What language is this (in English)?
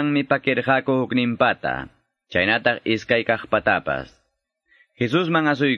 Quechua